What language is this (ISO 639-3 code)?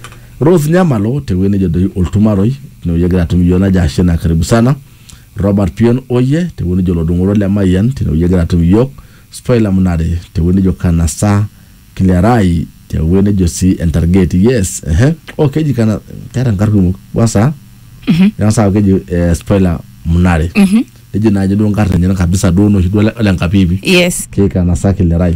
mas